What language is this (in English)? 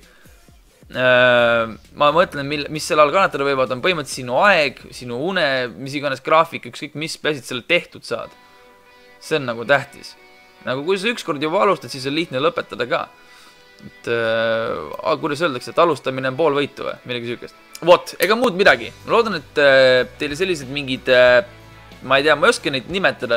Estonian